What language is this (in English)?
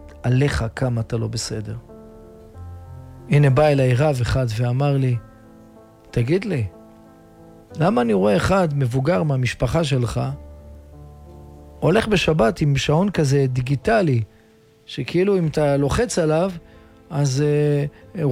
Hebrew